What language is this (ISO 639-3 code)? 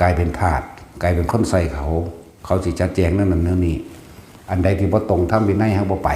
tts